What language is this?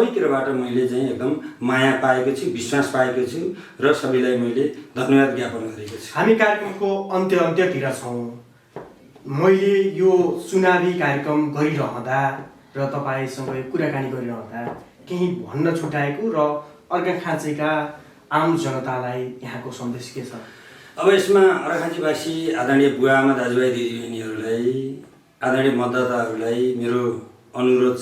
Nepali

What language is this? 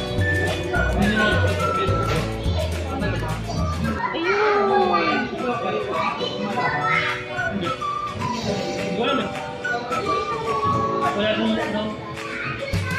Filipino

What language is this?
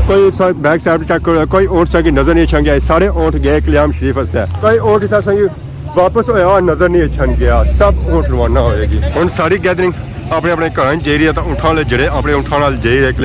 Pahari-Potwari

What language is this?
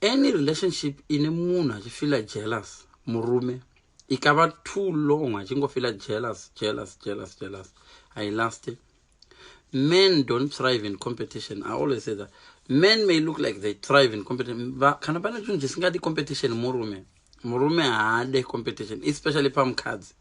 Shona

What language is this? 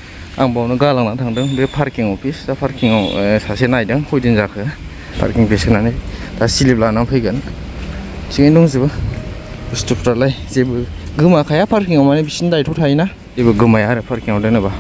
Bodo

